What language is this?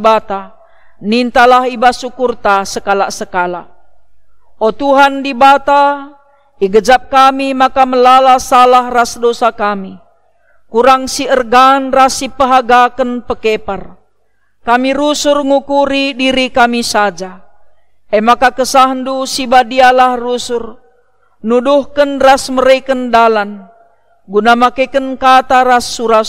Batak Karo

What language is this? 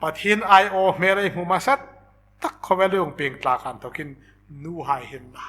Hmar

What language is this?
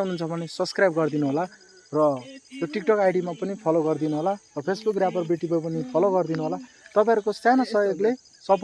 Nepali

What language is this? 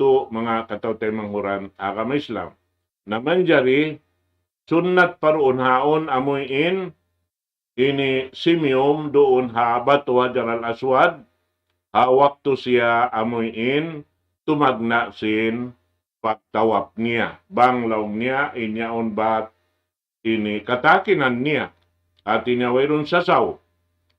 Tausug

